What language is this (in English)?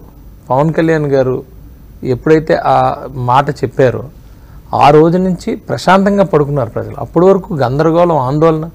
Telugu